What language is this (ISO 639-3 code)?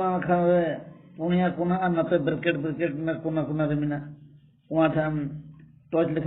sat